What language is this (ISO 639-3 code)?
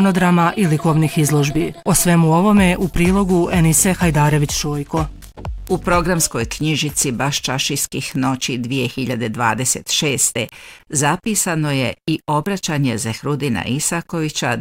bos